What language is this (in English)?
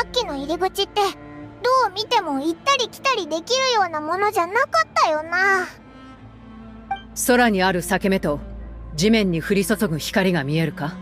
Japanese